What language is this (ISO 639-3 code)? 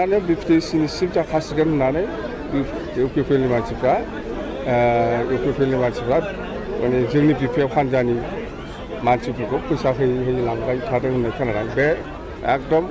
brx